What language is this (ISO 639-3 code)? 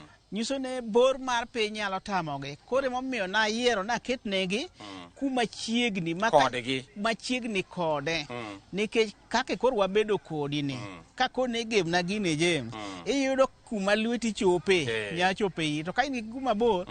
luo